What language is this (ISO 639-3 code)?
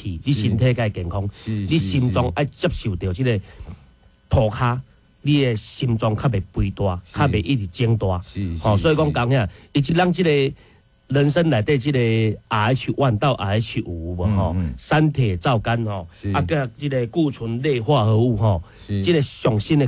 nan